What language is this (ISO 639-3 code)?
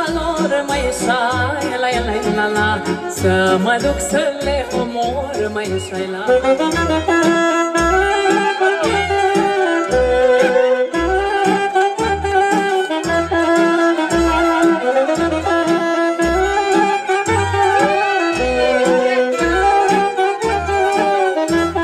ron